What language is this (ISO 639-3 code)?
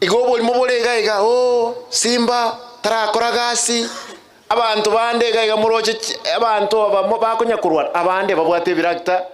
guz